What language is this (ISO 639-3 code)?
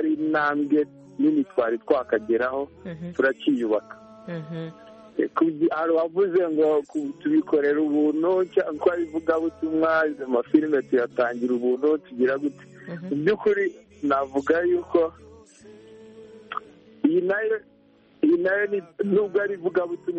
kin